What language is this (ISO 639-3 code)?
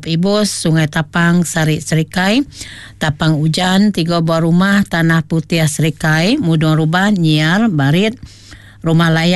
iba